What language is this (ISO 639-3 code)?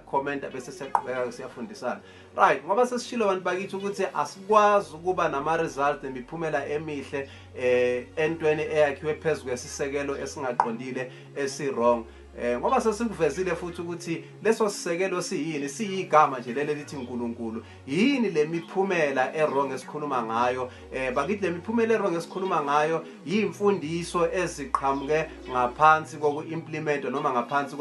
zul